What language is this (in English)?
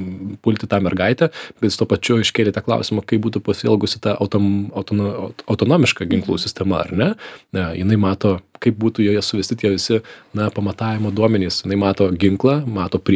Lithuanian